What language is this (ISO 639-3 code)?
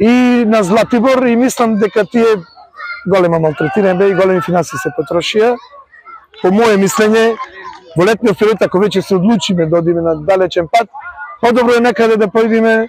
mkd